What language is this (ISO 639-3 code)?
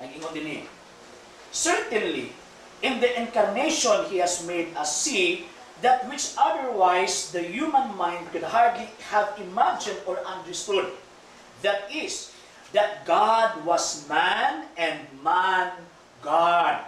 ceb